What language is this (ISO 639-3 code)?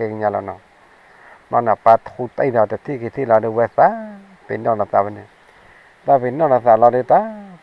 ksw